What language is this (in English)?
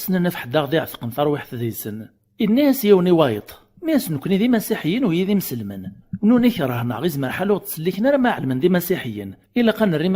Kabyle